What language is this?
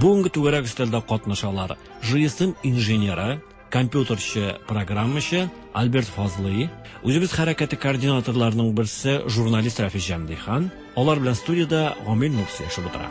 Tatar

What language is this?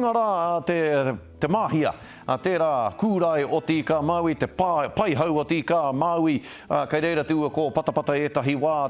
Māori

